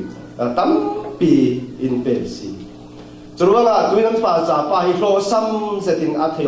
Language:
Falam Chin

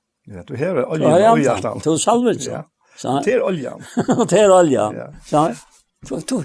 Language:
Faroese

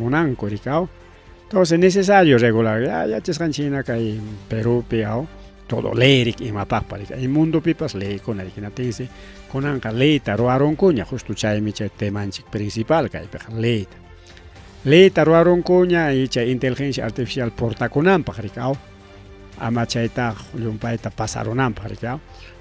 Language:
Ayacucho Quechua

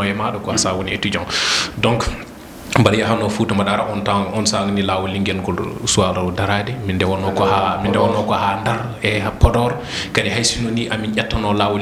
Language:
Fula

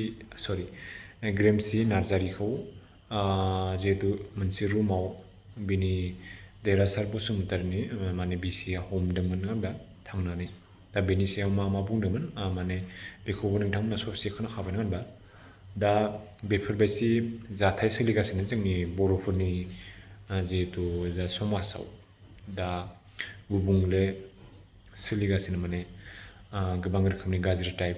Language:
Bodo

